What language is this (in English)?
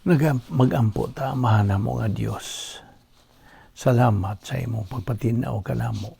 Cebuano